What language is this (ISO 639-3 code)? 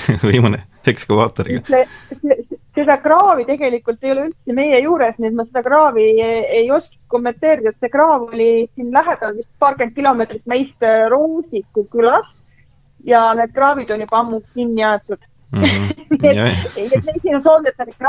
est